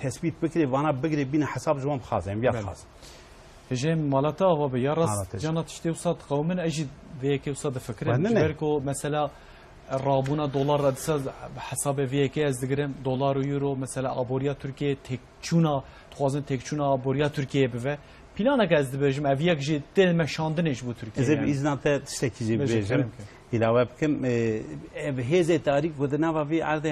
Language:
Kurdish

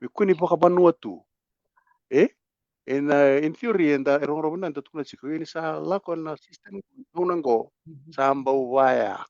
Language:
Fijian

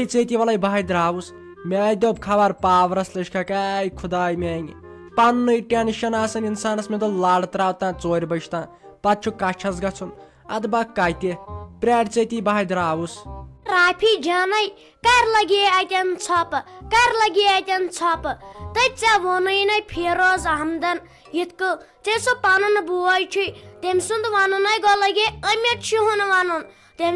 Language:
Kashmiri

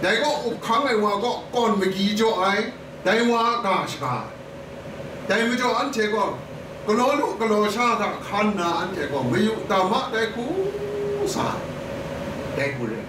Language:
Kachin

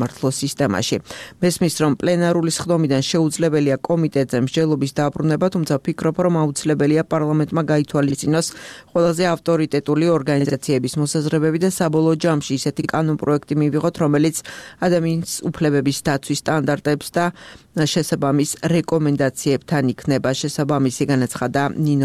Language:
Georgian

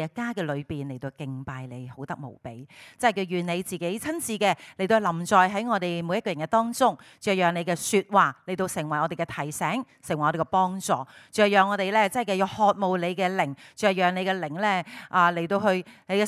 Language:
Cantonese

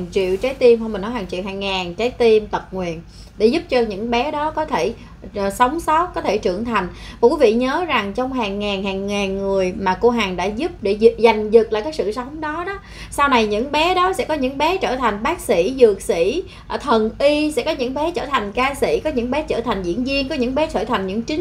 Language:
Vietnamese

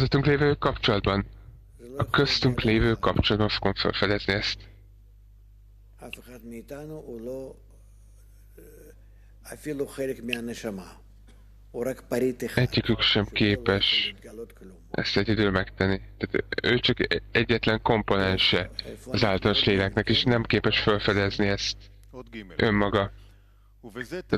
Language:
Hungarian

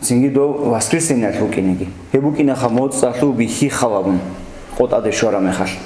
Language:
Avaric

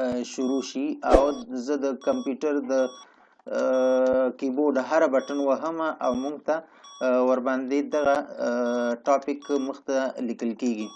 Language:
Pashto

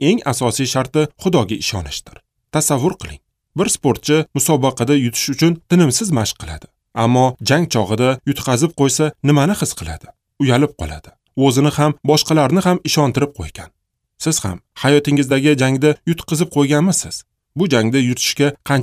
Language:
Uzbek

